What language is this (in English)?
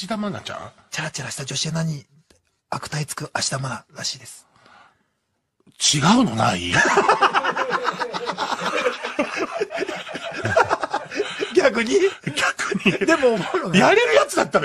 Japanese